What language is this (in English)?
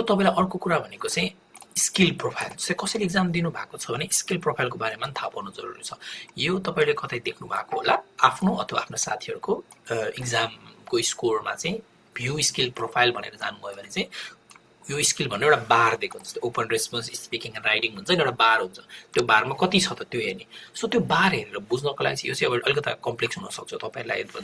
Nepali